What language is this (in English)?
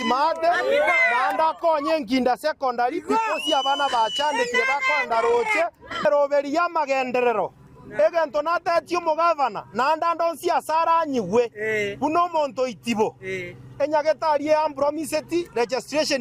Gusii